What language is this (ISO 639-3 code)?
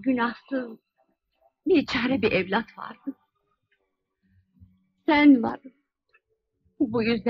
tur